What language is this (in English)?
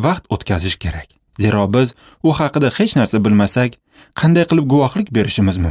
Uzbek